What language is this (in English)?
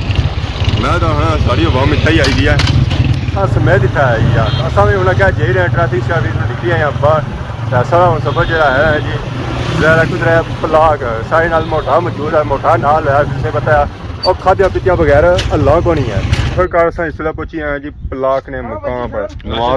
Pahari-Potwari